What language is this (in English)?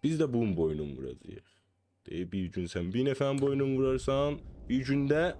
South Azerbaijani